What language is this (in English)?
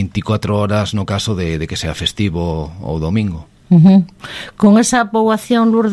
Galician